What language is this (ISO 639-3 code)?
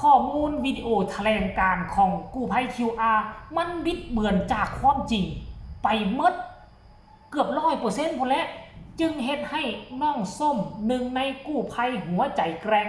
tts